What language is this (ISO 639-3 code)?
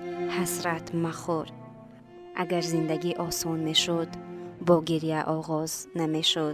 tgk